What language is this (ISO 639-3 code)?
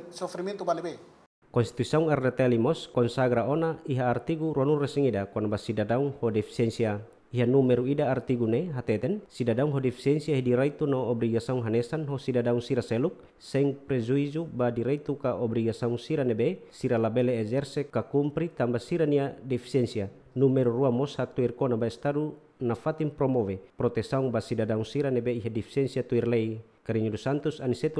tet